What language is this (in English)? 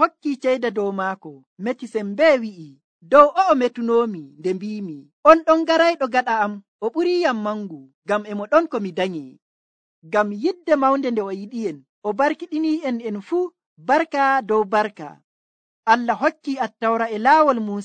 Nigerian Fulfulde